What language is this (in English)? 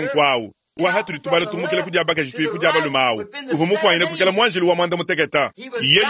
Luba-Lulua